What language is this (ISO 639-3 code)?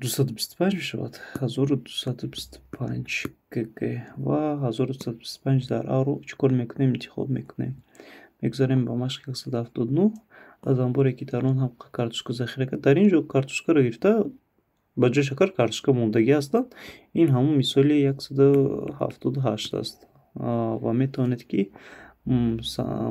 tgk